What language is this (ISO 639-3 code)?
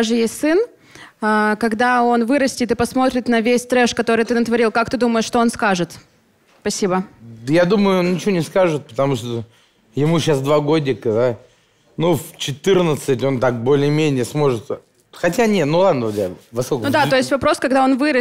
rus